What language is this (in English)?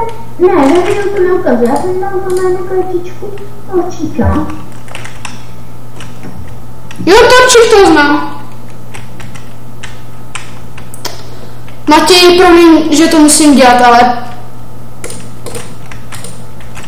Czech